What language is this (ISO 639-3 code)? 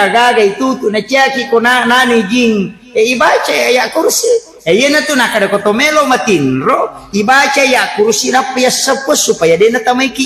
bug